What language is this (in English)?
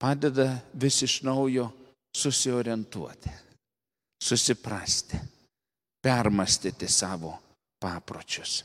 Lithuanian